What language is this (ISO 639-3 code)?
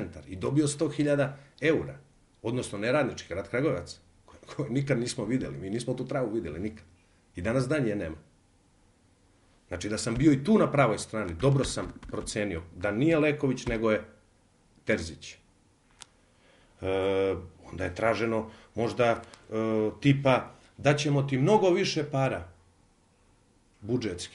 srp